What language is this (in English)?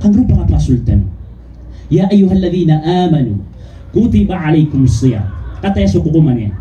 Maranao